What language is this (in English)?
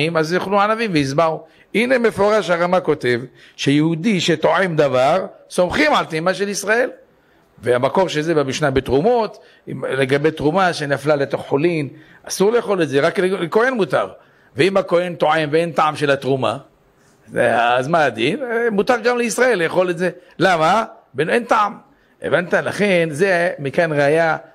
Hebrew